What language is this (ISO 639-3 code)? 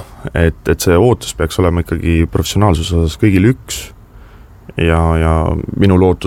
est